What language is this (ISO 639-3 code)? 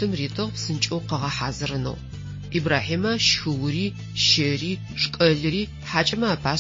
ady